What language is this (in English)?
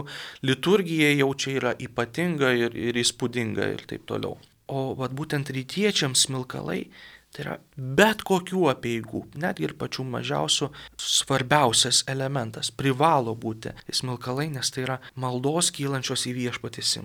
Lithuanian